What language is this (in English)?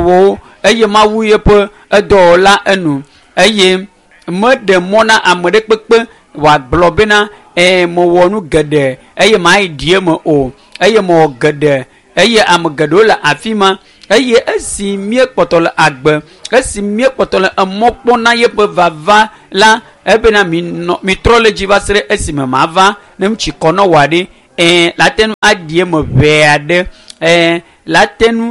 Ewe